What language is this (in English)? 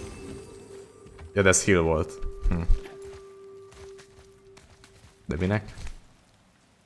Hungarian